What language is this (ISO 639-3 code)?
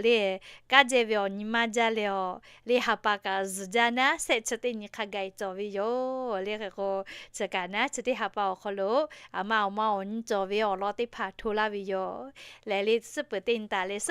lhu